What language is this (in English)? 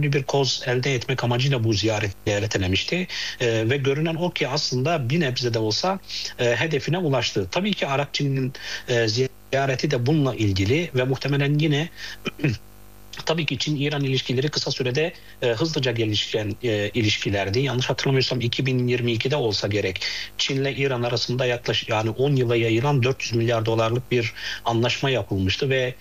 Turkish